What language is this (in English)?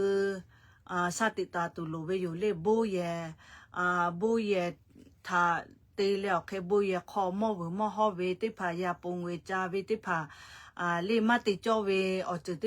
Lahu